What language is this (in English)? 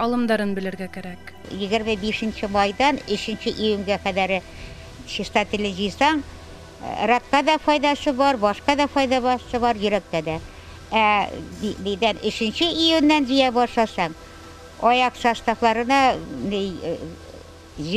Bashkir